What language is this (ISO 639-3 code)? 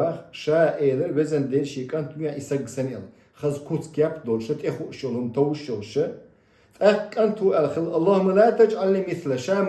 che